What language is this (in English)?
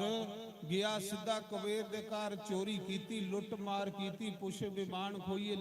Dogri